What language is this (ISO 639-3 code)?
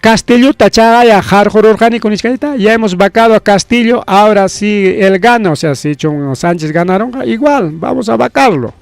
quy